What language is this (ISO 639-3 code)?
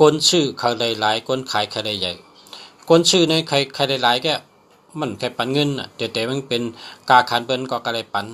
shn